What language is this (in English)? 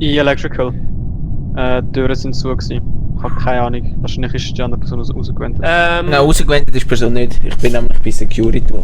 Swiss German